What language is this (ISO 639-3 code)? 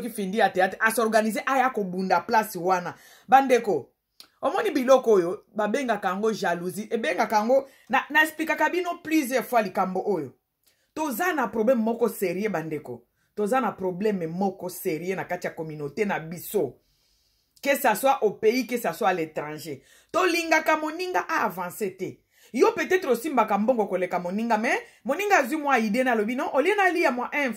lin